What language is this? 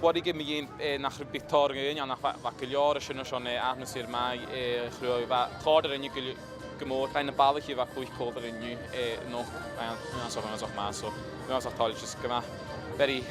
Scottish Gaelic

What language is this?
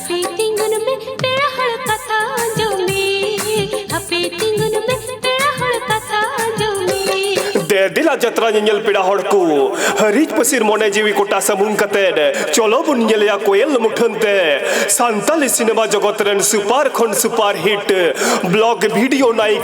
Santali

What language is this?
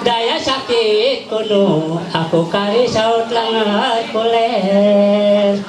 Ma'anyan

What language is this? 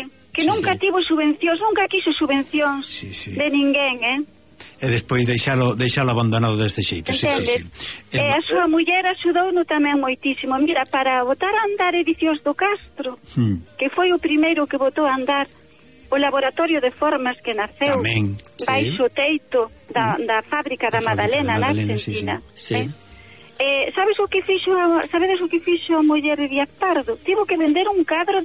Galician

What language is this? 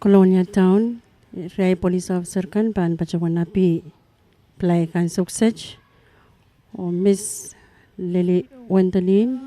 Pohnpeian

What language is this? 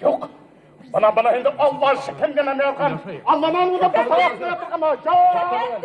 Bashkir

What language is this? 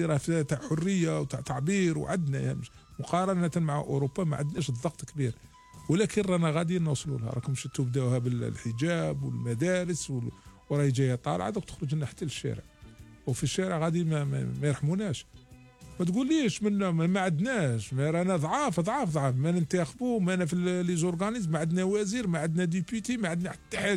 Algerian Arabic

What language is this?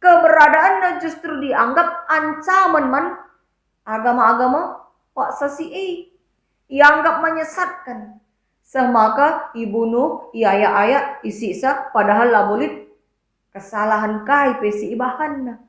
Batak Karo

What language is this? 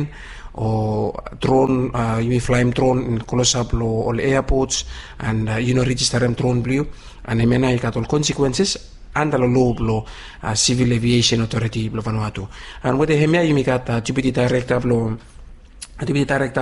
Bislama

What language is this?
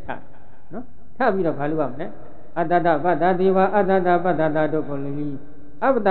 Burmese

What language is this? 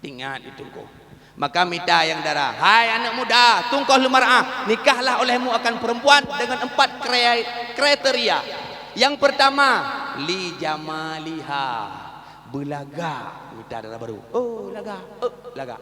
Achinese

